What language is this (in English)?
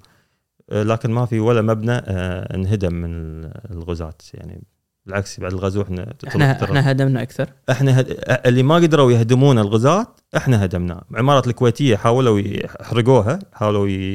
Gulf Arabic